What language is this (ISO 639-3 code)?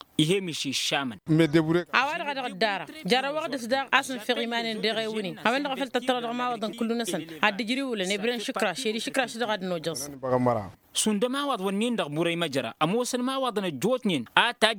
taq